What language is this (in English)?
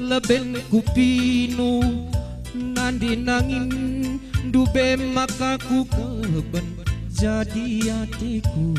Batak Karo